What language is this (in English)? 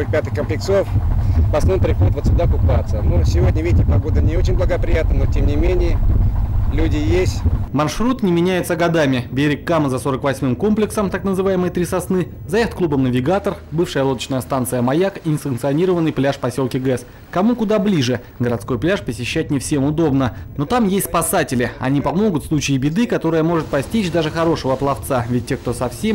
Russian